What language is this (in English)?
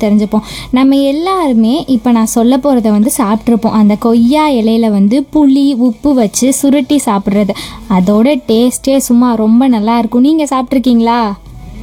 Tamil